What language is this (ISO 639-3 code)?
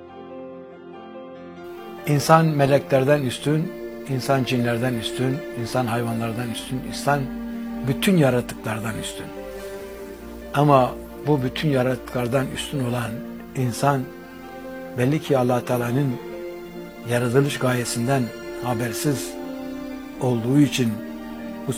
tur